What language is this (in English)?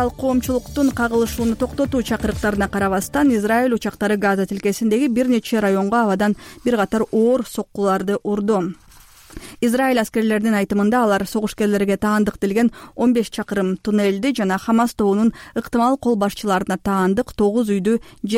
Kyrgyz